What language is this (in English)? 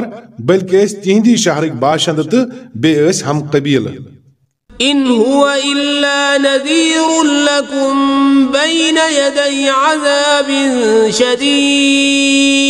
Kashmiri